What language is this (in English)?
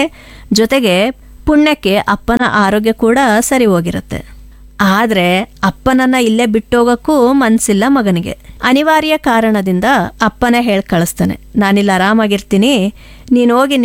Kannada